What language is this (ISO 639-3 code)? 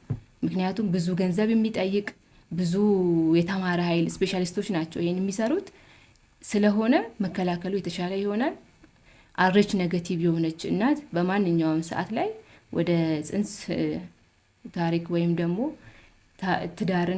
amh